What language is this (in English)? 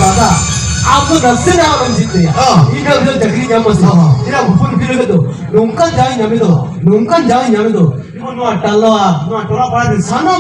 Santali